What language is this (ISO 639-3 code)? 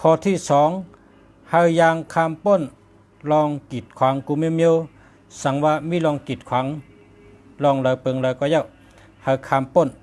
shn